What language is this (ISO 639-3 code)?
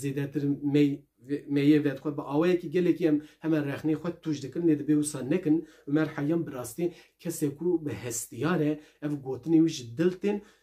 kur